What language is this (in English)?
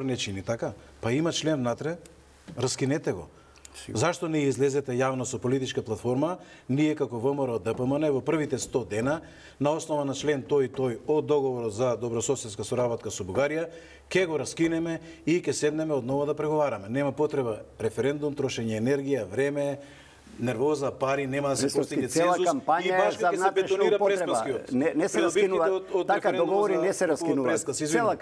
Macedonian